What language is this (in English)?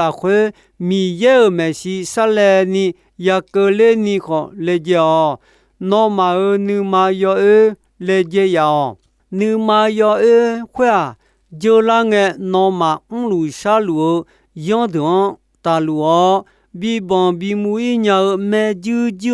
Akha